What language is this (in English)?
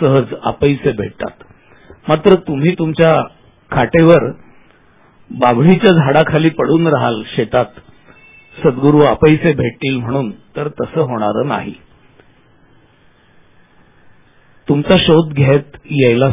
Marathi